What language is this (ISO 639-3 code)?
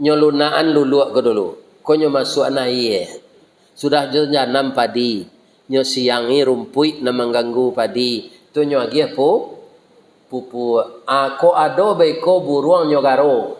min